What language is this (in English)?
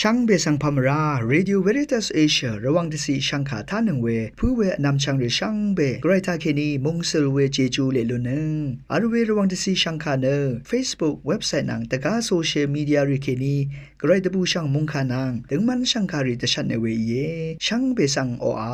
Rawang